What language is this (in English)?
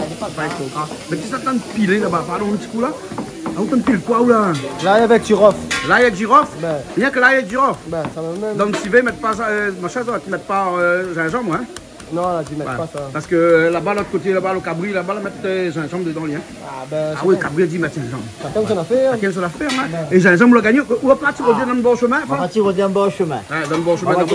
Réunion Creole French